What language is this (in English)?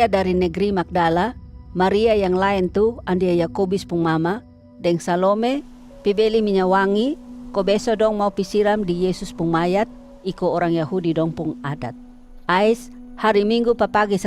Kupang Malay